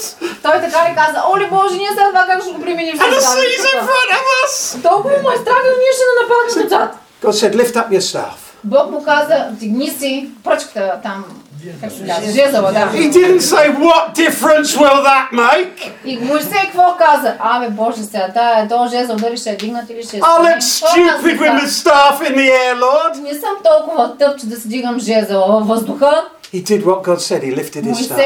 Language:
Bulgarian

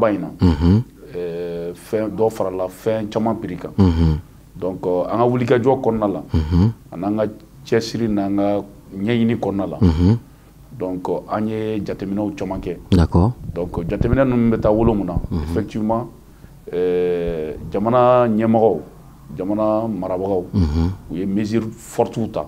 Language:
Bambara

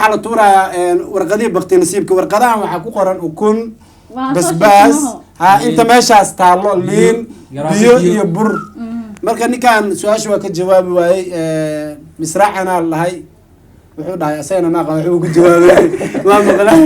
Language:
Somali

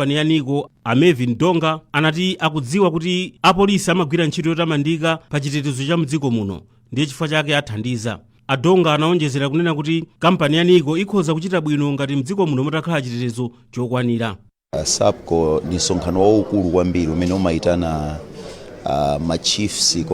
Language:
Nyanja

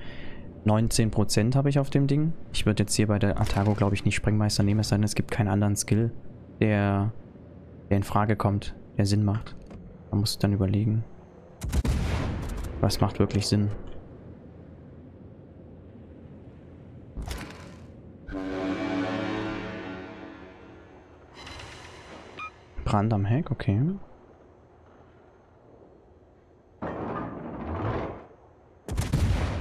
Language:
German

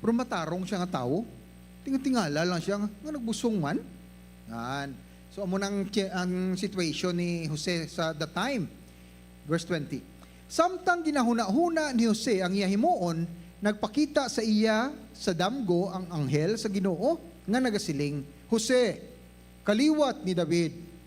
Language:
Hiligaynon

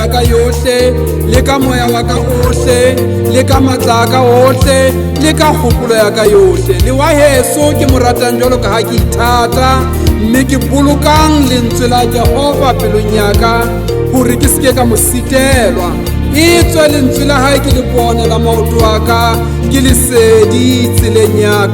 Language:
Southern Sotho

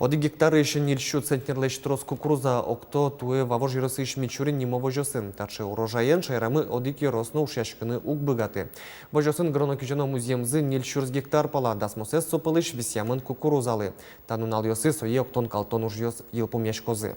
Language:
Udmurt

